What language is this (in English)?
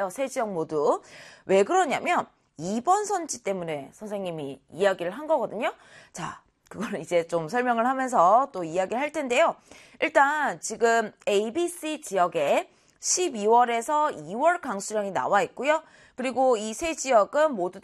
Korean